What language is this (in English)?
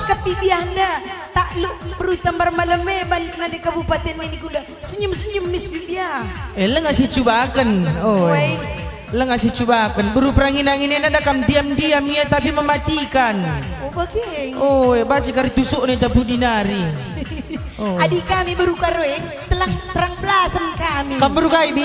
Batak Karo